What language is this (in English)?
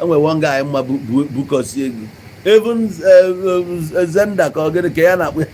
Igbo